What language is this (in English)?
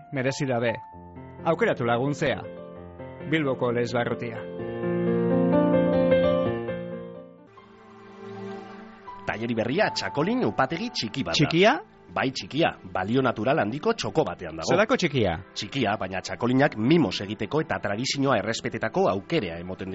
Basque